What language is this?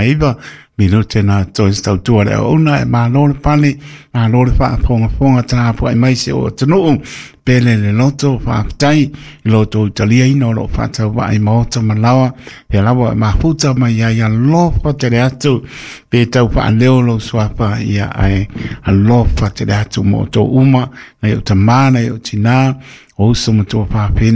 Samoan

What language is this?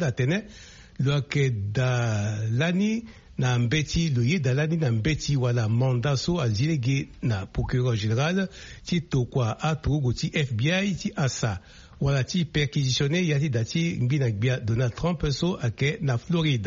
Sango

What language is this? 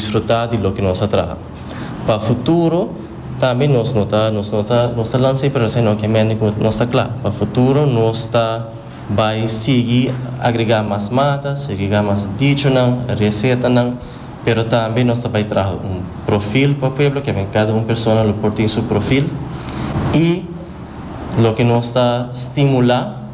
Papiamento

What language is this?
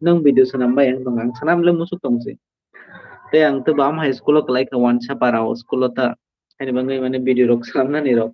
Kok Borok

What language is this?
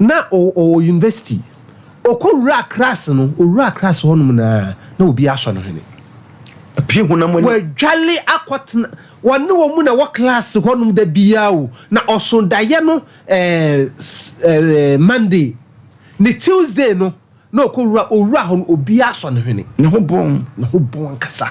Akan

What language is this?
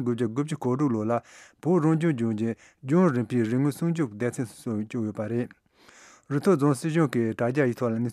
Tibetan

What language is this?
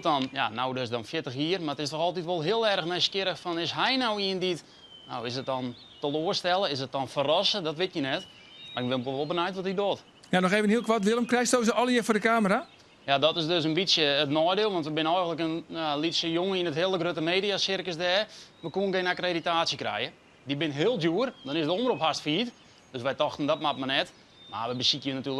Western Frisian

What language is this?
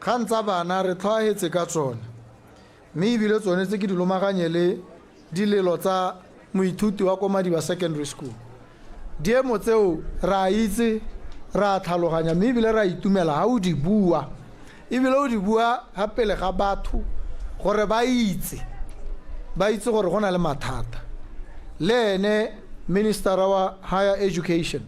Tswana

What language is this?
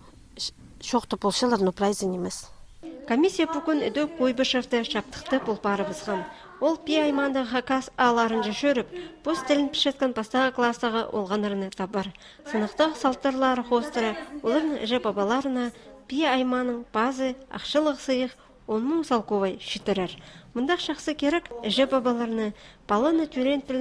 Khakas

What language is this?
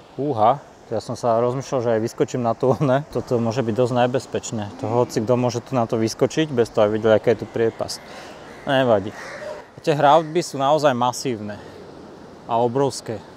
Slovak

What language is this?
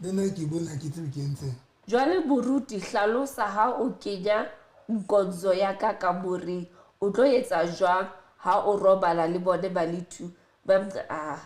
Southern Sotho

